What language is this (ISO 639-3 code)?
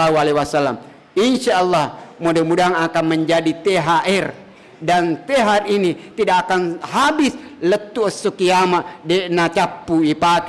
bug